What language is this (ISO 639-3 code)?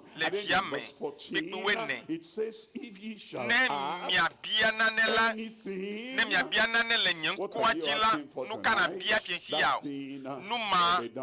ewe